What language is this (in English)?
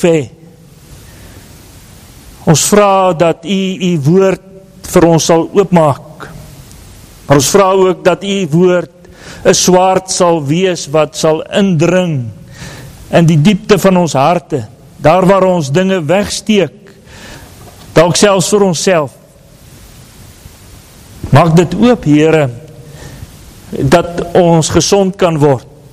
Afrikaans